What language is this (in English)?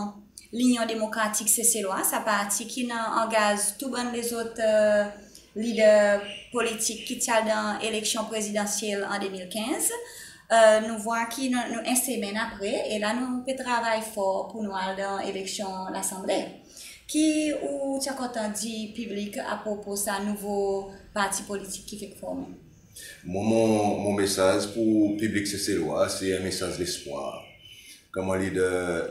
Seselwa Creole French